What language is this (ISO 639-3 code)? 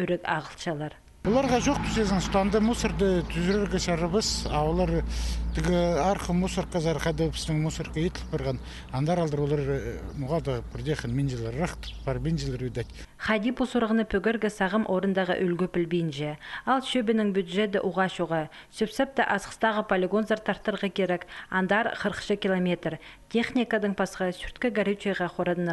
kjh